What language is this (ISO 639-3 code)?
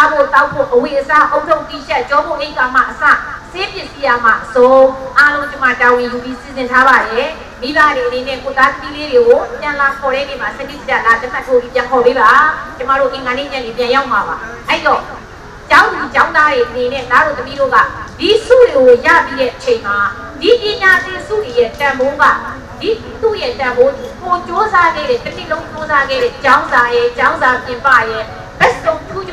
mya